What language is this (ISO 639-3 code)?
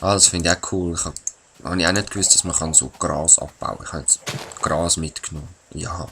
gsw